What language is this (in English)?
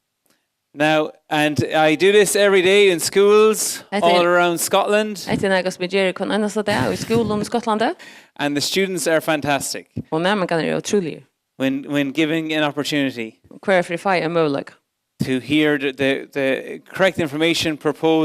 Faroese